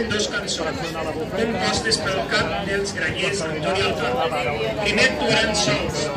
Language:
Catalan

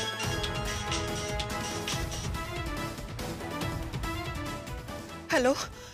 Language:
Bangla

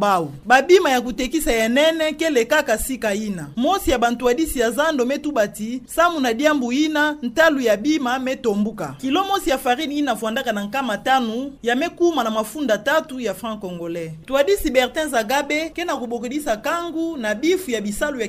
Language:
Kituba (Democratic Republic of Congo)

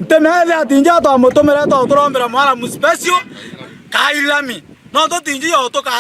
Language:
Meru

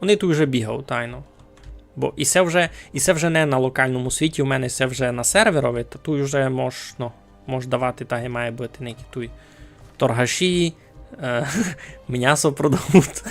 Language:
Rusyn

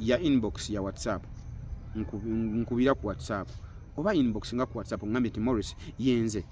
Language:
Ganda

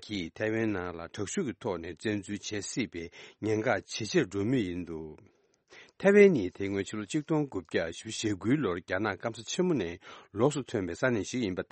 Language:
Tibetan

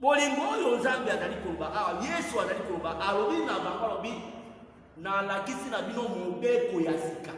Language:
Lingala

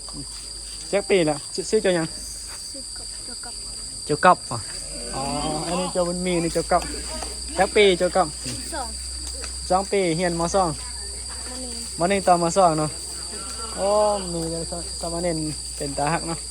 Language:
Northeastern Thai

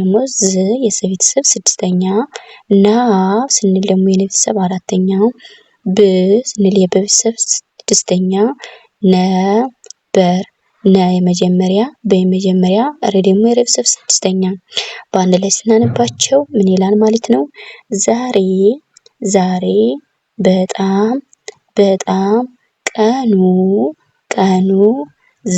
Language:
Amharic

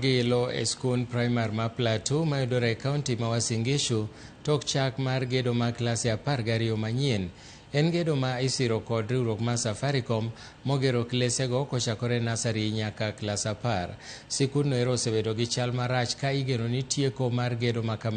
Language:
Luo (Kenya and Tanzania)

